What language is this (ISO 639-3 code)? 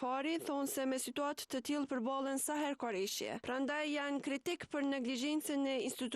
sqi